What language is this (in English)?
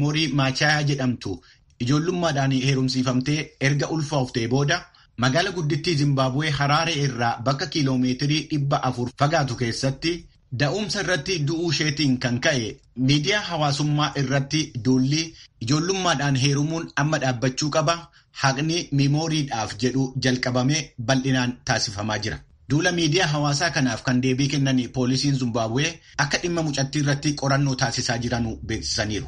Oromo